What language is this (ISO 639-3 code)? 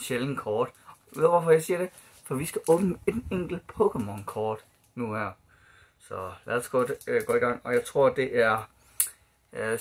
dan